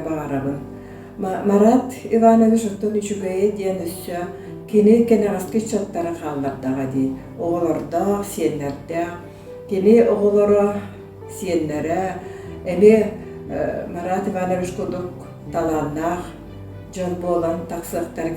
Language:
Yakut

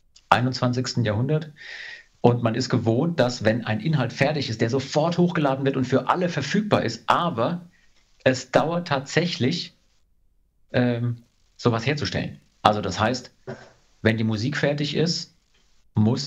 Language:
German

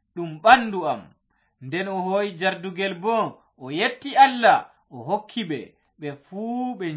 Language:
Fula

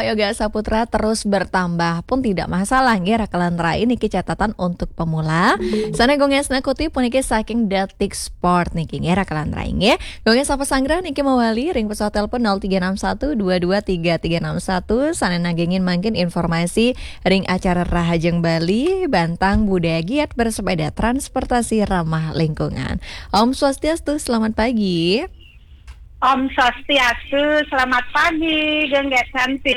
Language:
Balinese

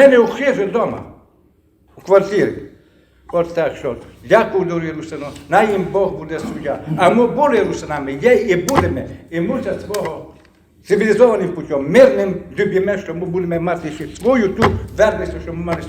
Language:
Rusyn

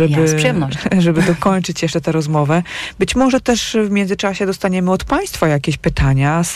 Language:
Polish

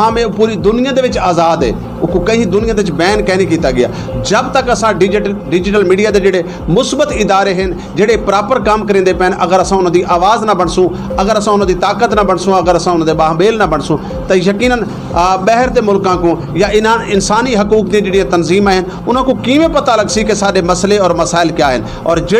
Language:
Saraiki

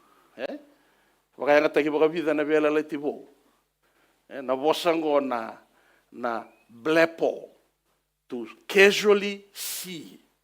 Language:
Fijian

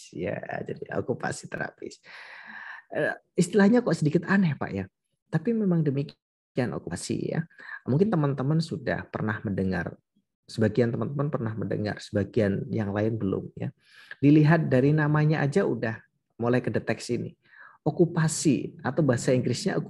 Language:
Indonesian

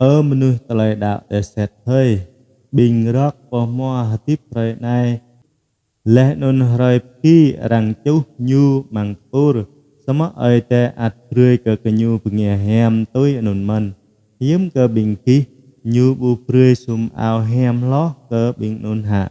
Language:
Jarai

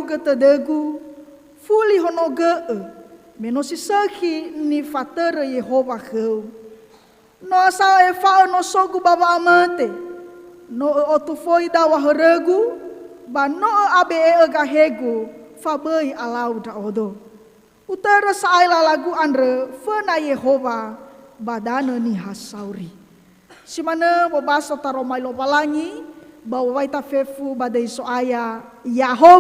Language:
Nias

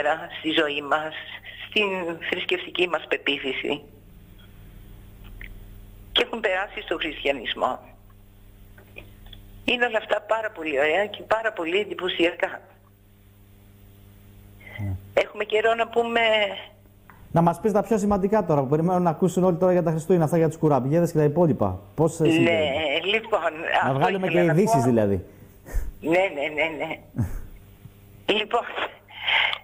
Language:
Greek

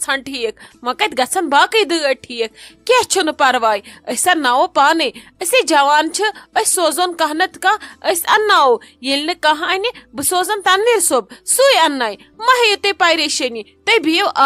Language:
Kashmiri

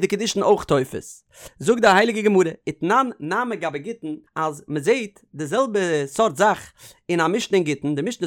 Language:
Yiddish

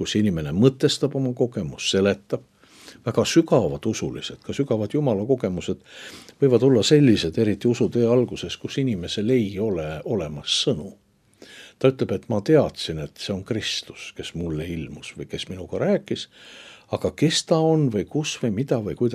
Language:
Estonian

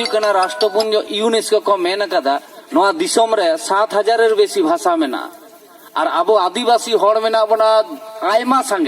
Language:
Santali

